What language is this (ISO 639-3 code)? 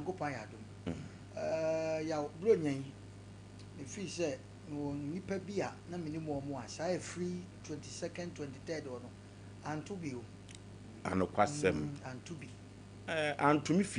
aka